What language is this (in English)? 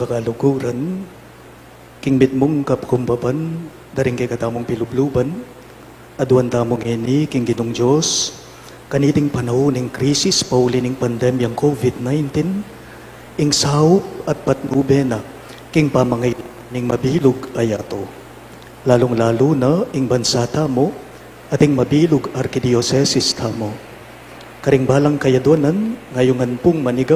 Pampanga